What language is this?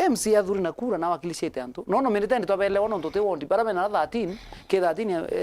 Meru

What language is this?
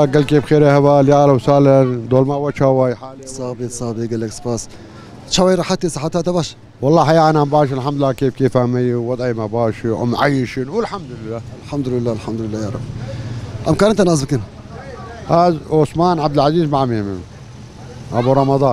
Kurdish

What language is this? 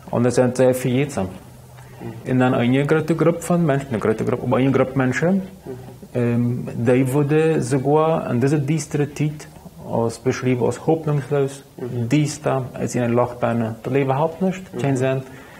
Plautdietsch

